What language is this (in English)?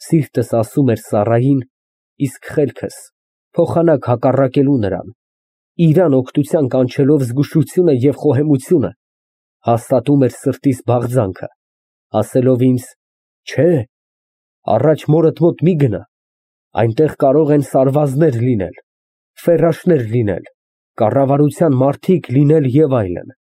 Armenian